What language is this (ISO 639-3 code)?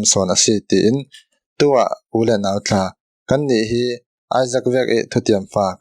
cfm